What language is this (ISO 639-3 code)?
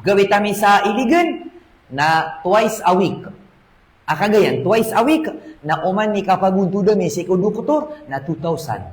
mrw